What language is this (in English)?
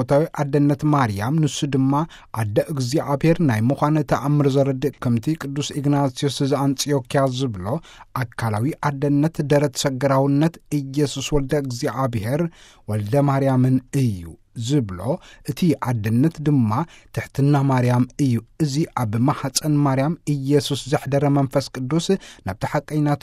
Tigrinya